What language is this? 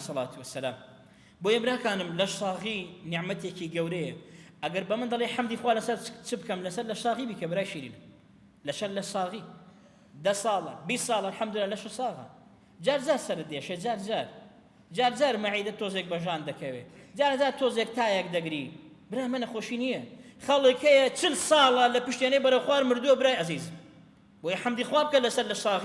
Central Kurdish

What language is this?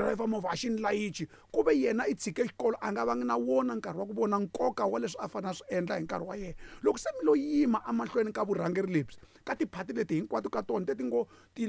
Tsonga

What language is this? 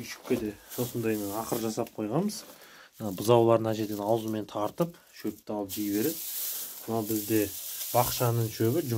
Kazakh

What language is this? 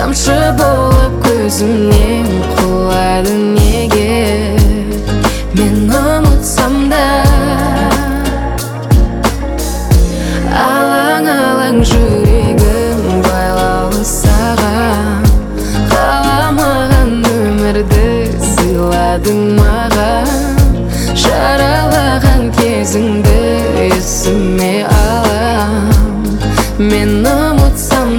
Kazakh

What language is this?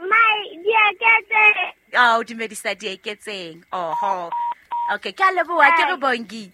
Southern Sotho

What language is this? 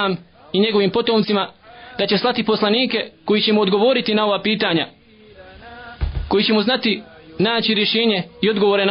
Bosnian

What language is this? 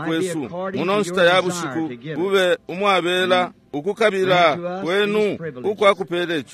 Bemba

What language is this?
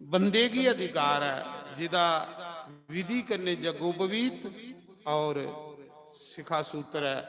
Dogri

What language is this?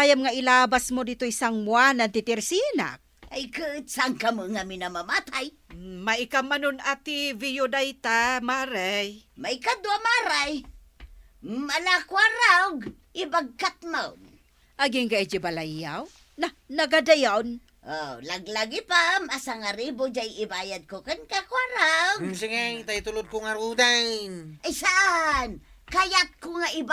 Iloko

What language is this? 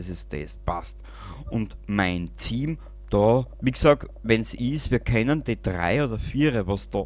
Bavarian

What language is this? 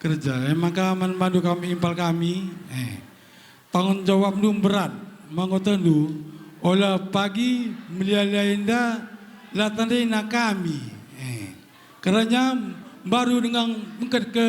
Batak Karo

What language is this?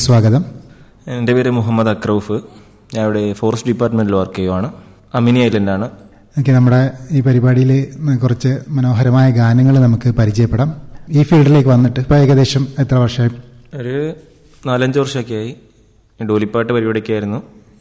Malayalam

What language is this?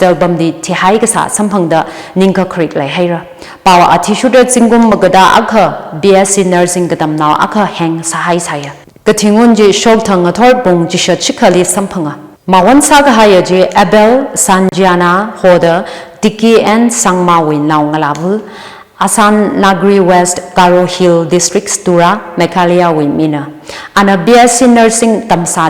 Tangkhul Naga (India)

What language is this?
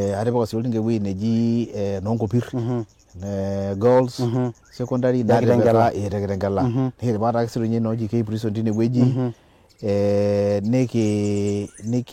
Masai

